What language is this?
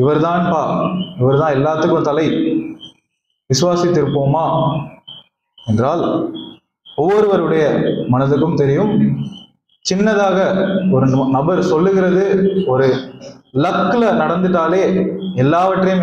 Tamil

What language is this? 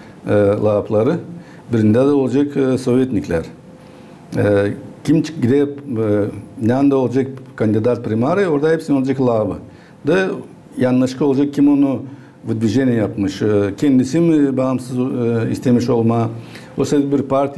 Gagauz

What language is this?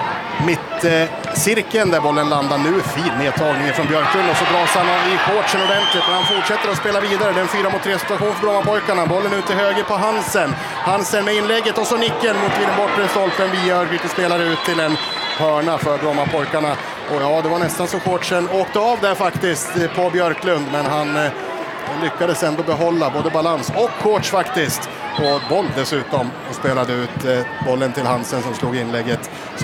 Swedish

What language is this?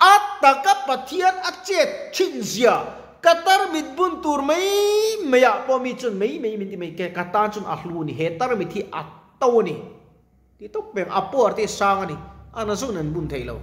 Mizo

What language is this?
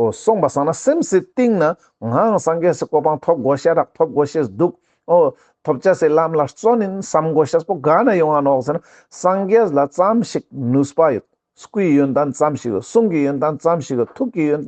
Ladakhi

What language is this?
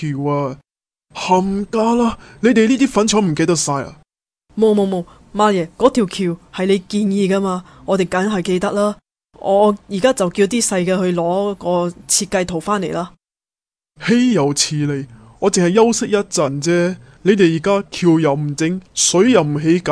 Cantonese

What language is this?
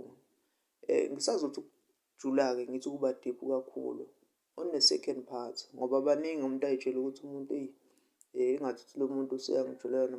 Zulu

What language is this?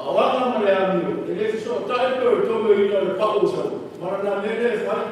Samoan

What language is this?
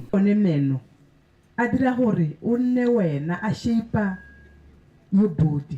Tswana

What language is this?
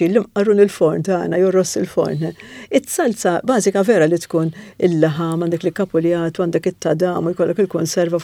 Maltese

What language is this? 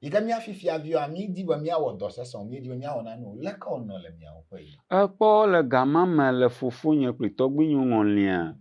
Ewe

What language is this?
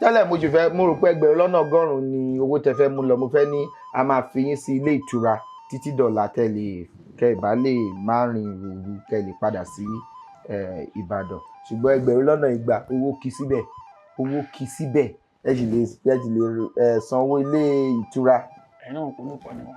Yoruba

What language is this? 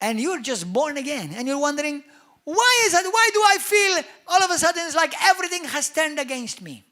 English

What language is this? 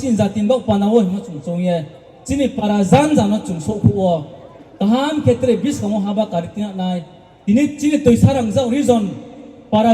Riang (India)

